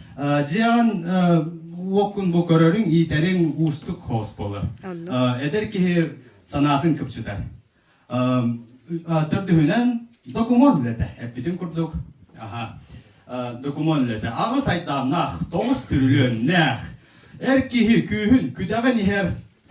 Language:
Yakut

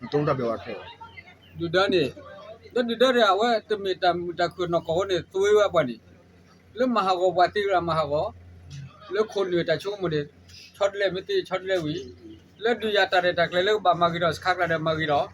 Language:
S'gaw Karen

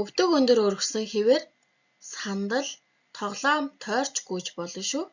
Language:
Mongolian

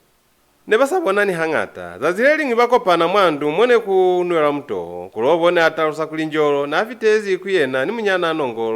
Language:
Lozi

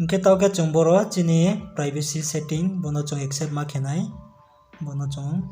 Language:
Riang (India)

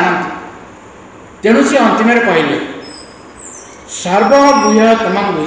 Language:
Odia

